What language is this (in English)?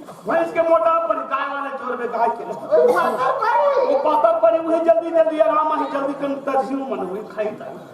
Chhattisgarhi